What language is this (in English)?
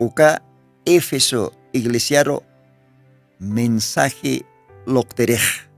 Aymara